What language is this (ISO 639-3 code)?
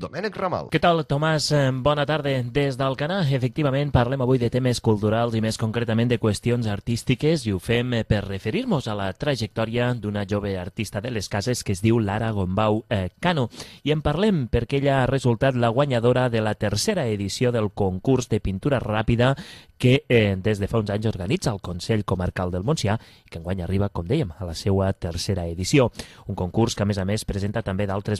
cat